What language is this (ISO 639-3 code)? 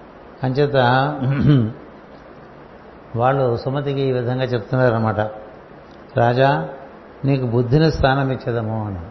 tel